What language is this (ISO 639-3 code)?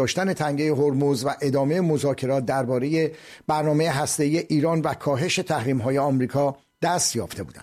fas